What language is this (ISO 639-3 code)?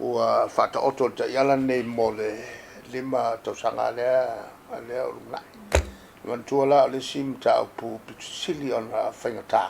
smo